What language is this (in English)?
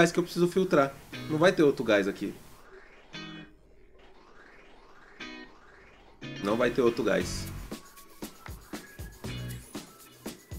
Portuguese